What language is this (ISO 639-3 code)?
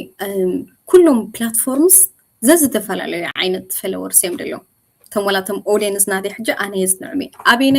tir